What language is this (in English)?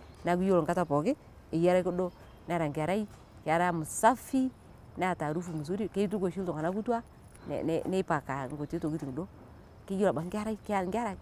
Masai